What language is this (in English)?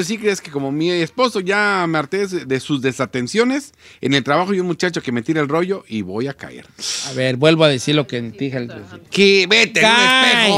Spanish